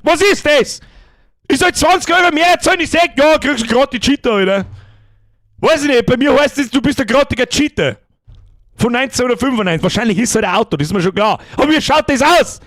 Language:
Bavarian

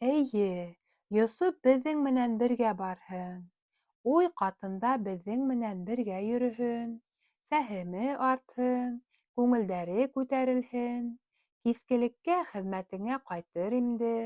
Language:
Bashkir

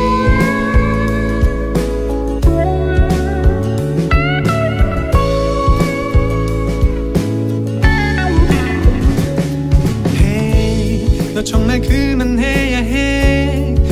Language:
Korean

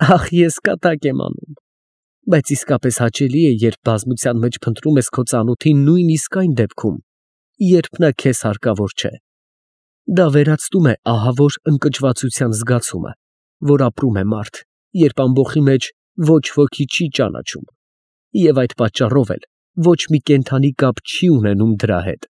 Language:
Armenian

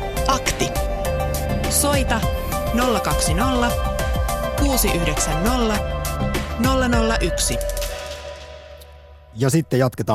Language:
Finnish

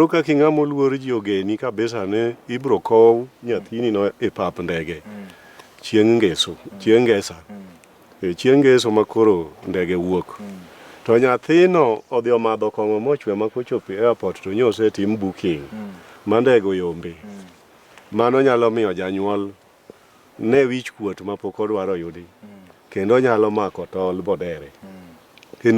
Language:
Luo (Kenya and Tanzania)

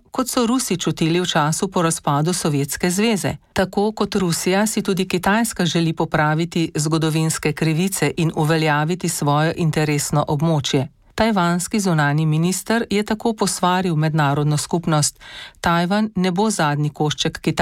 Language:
Slovenian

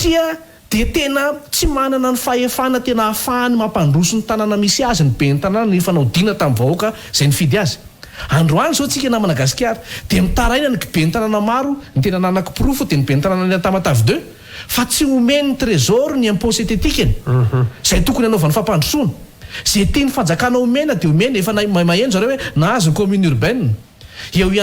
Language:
Malagasy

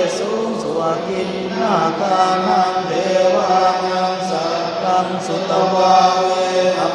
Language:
Pali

